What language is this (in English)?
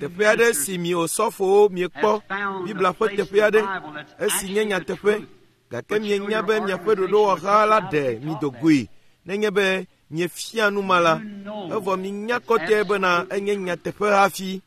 Ewe